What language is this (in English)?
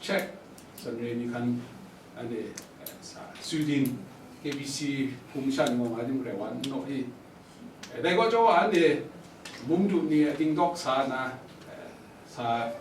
Kachin